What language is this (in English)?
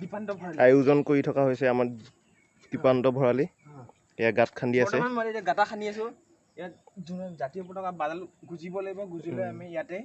Assamese